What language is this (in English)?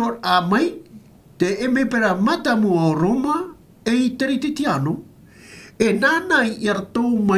Tahitian